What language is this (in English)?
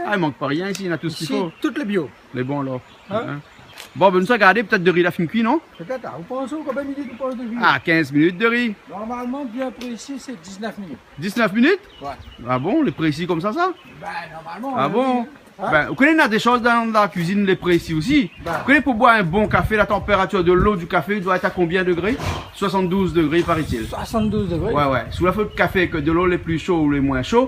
Réunion Creole French